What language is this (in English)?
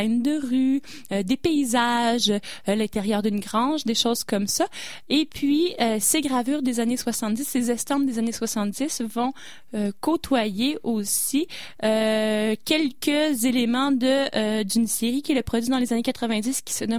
French